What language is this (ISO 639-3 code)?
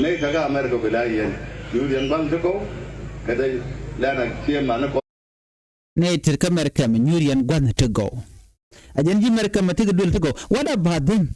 nus